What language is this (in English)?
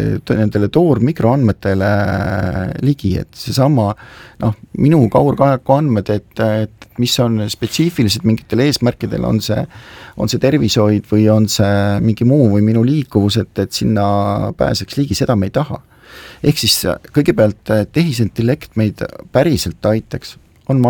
Estonian